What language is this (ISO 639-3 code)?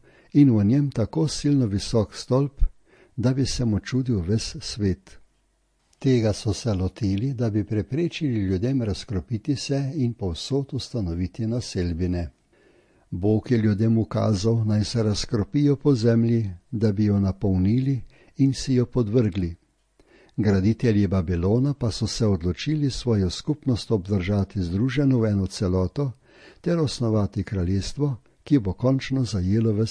slv